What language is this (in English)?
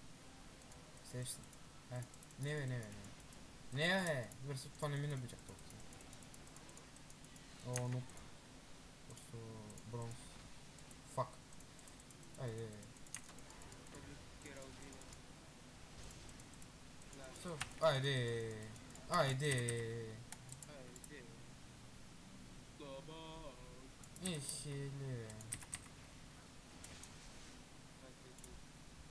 Bulgarian